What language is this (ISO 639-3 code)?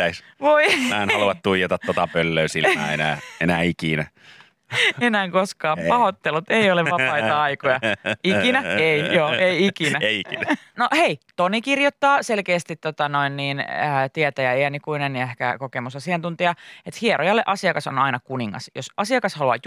fin